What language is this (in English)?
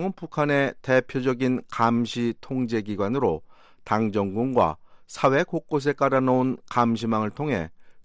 Korean